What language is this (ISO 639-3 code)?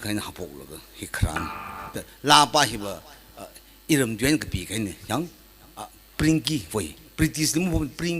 nmf